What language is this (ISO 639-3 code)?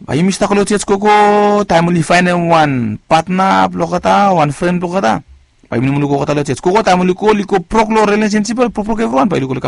bis